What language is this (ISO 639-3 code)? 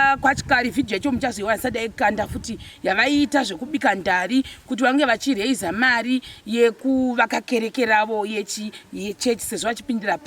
sna